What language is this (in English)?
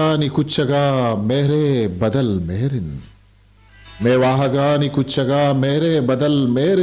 Eastern Balochi